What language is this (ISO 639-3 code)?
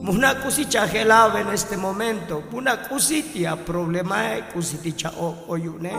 tzo